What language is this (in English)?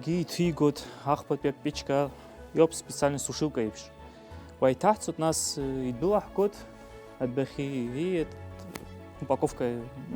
Abkhazian